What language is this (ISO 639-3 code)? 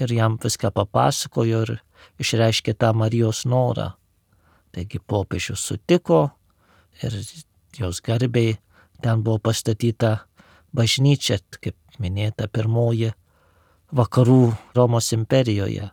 lit